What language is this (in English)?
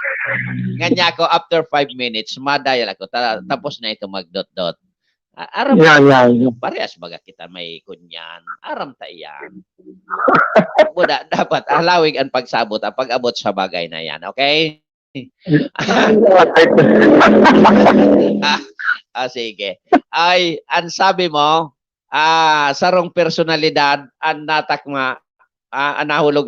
Bikol